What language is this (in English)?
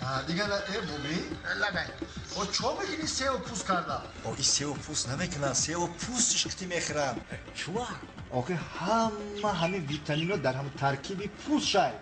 Tajik